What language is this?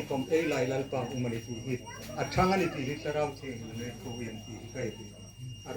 Hmar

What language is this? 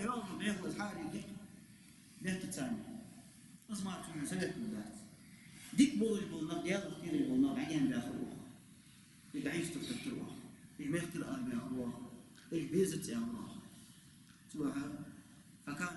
Ingush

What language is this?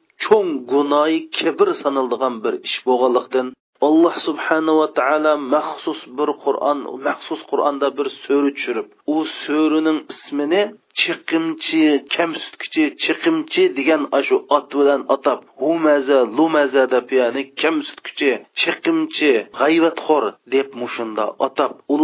Uyghur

